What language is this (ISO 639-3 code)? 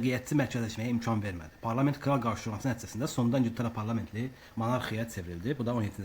aze